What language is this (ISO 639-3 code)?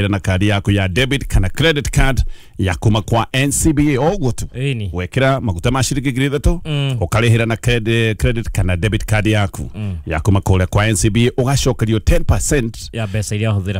kik